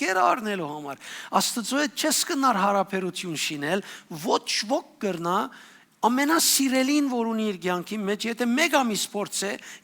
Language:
Western Armenian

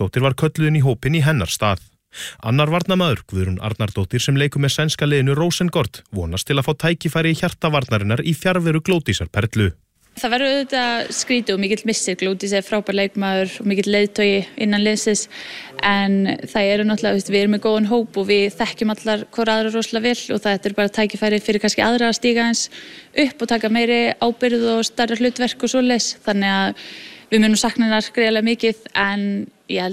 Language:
Icelandic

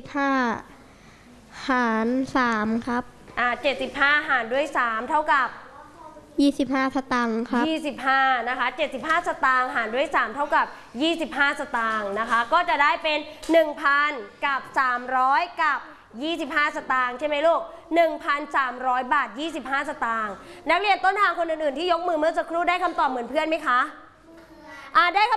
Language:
Thai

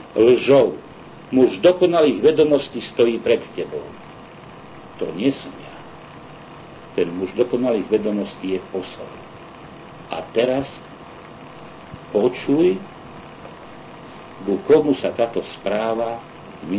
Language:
Slovak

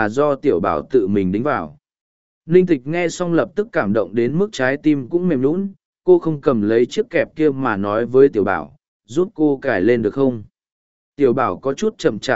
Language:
Vietnamese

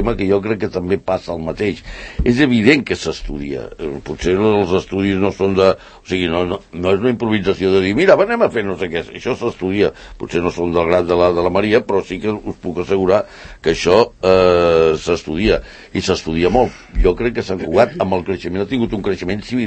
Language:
Catalan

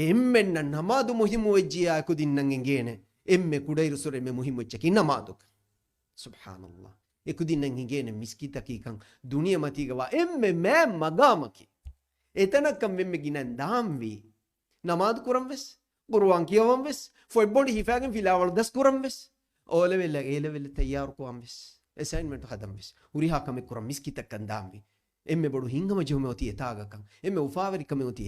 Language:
Divehi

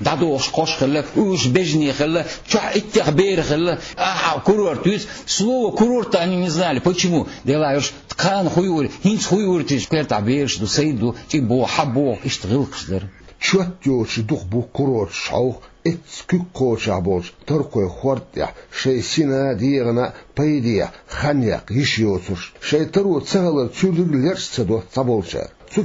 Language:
Chechen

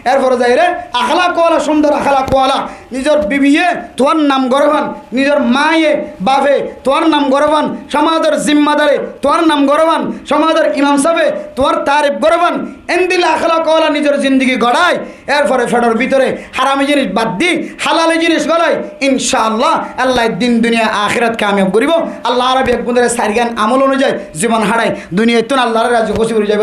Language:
Rohingya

